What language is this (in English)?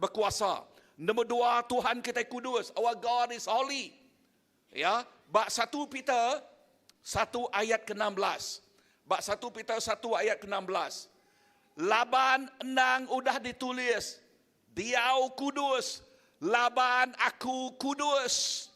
Iban